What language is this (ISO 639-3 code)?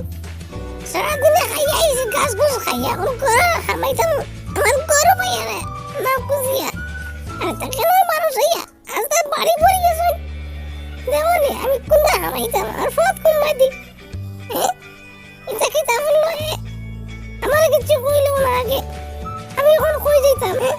syl